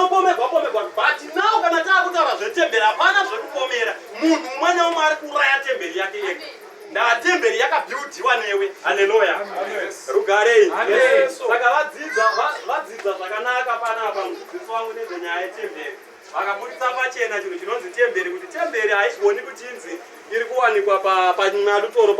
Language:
Shona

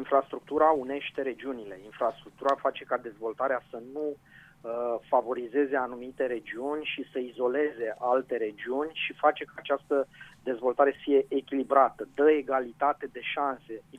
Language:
Romanian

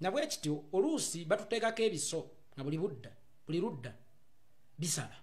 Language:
Ganda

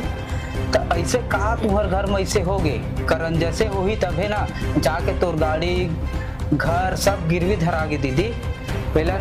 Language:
Chhattisgarhi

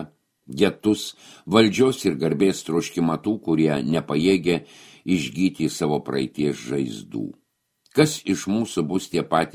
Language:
Lithuanian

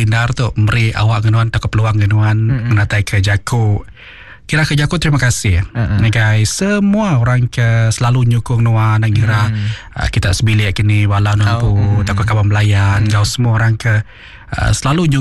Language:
Iban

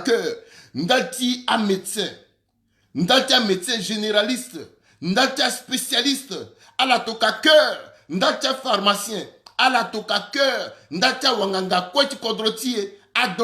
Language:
Sango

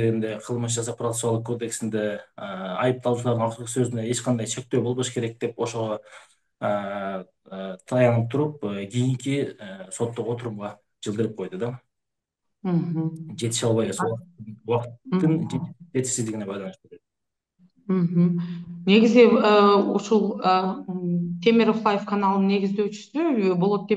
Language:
Kyrgyz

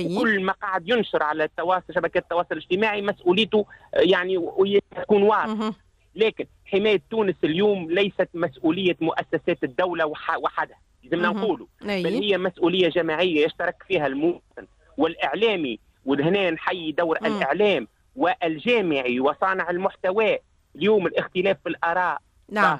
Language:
Tunisian Arabic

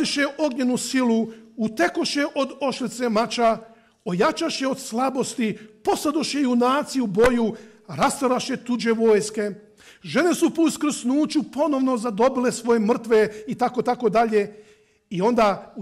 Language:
Croatian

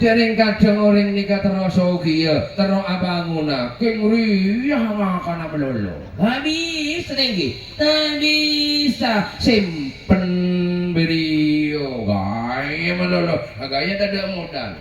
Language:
Madurese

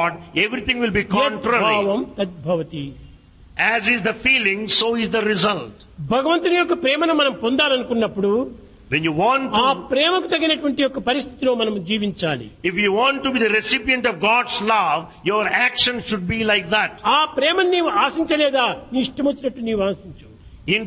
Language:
Telugu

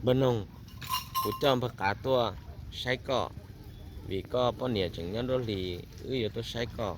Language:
Hmong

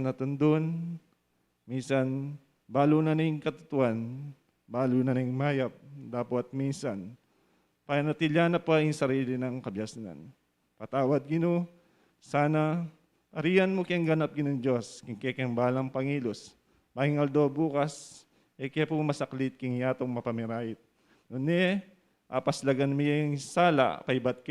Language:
Pampanga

